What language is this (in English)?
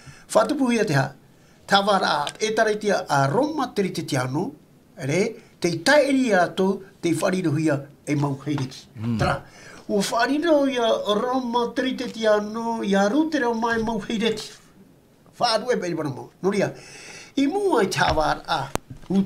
Tahitian